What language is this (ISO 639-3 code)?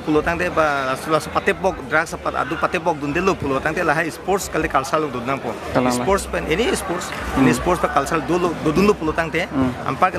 mjw